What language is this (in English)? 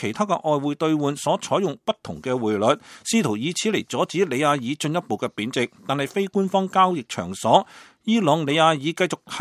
Cantonese